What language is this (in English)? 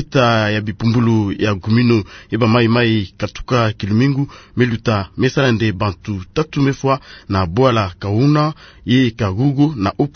Kituba (Democratic Republic of Congo)